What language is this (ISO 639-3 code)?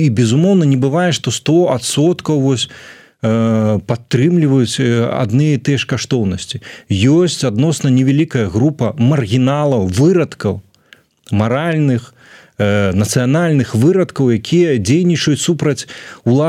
bel